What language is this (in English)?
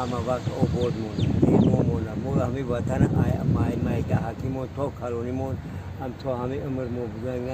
Tajik